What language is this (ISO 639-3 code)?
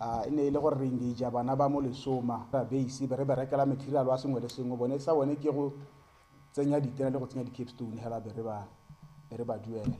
tsn